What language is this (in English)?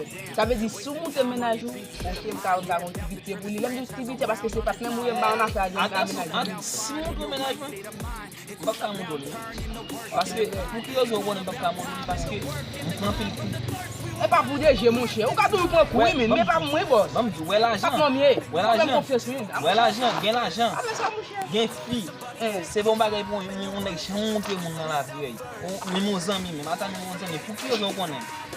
Haitian Creole